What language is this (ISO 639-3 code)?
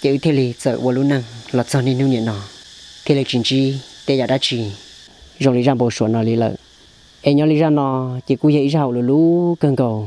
hmn